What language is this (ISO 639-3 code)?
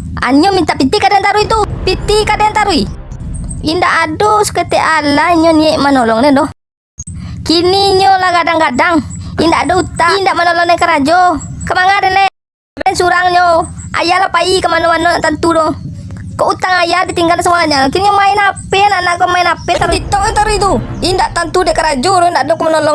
min